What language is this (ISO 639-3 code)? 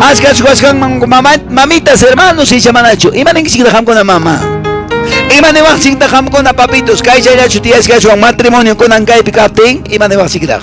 que